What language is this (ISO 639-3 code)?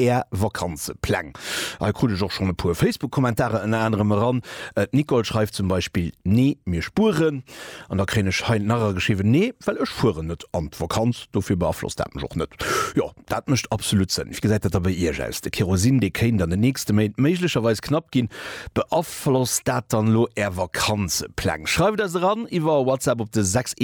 ltz